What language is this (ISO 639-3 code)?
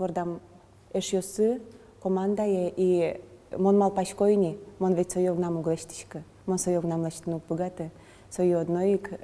udm